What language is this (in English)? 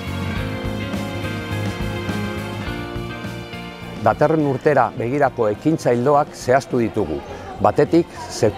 Basque